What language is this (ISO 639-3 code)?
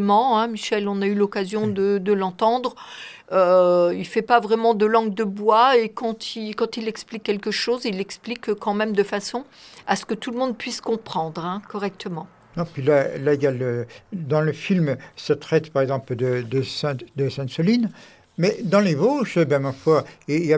fra